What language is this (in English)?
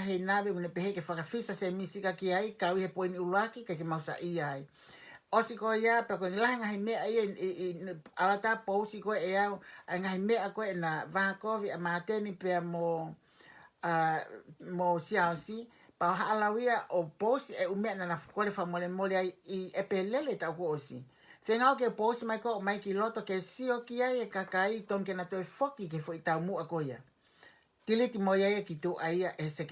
Tongan